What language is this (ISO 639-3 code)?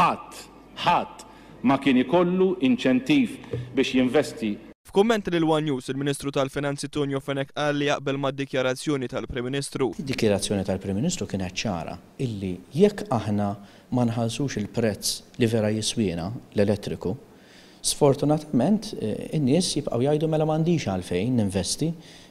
mlt